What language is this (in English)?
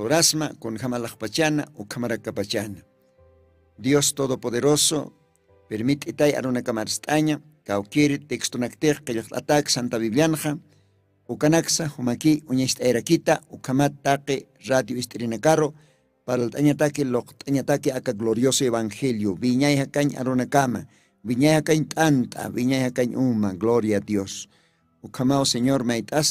Aymara